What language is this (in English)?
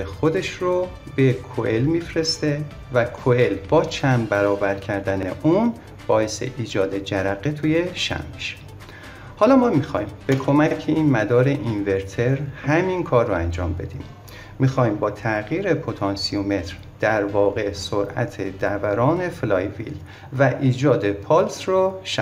Persian